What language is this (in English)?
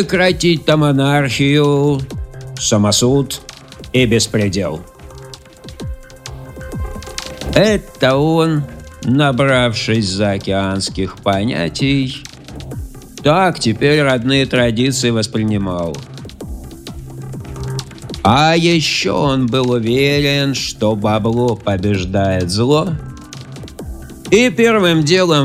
Russian